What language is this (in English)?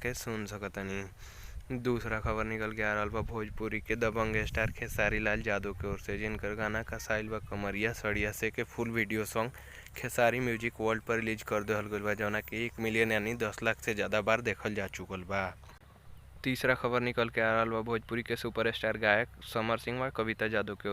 Bhojpuri